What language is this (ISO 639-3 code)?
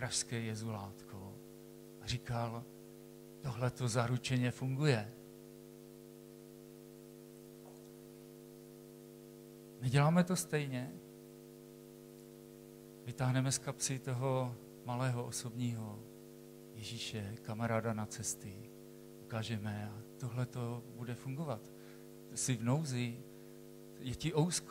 ces